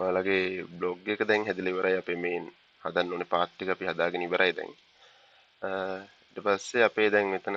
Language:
Sinhala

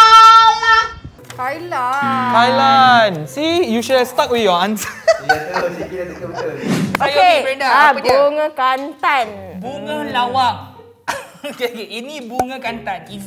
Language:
Malay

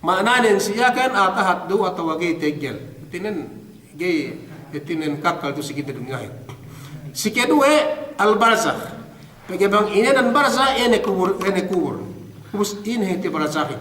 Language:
Yakan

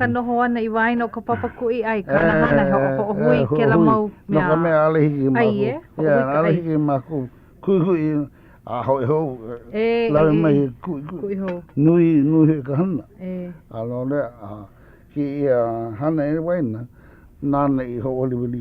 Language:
Hawaiian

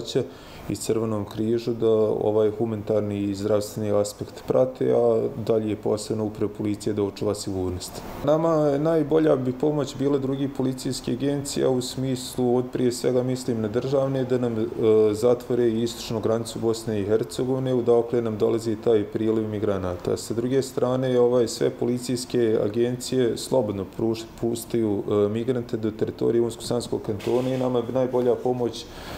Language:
Bosnian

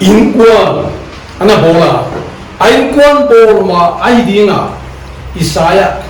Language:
Paite Chin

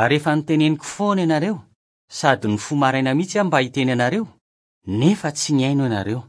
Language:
Malagasy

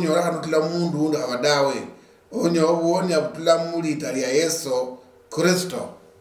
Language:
Luyia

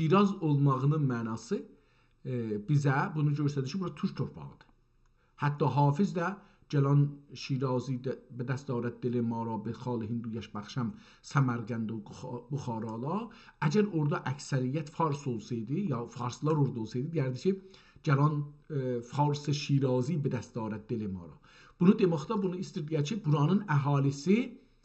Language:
South Azerbaijani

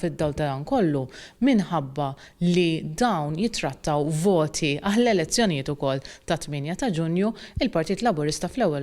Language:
Maltese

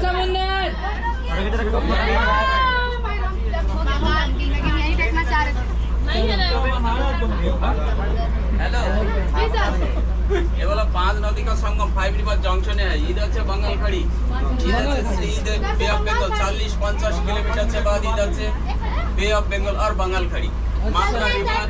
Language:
Hindi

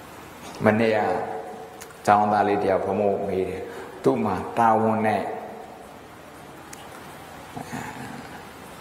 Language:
Burmese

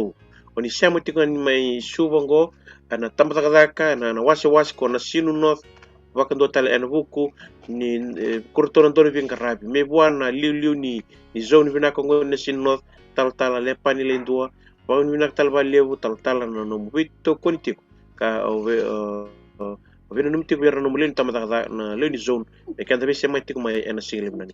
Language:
Fijian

